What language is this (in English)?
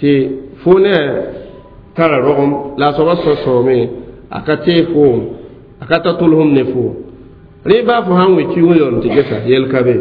Mossi